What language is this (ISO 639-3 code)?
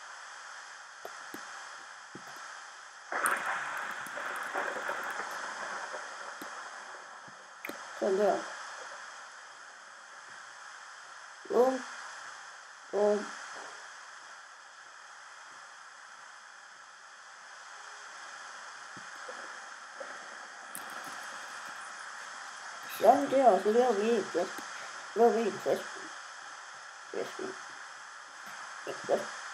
dan